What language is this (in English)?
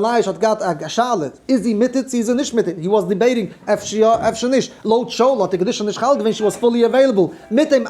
Yiddish